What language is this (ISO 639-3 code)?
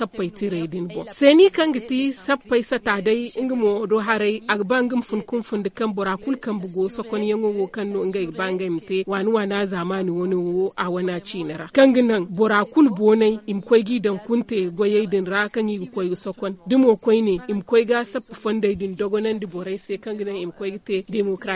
dje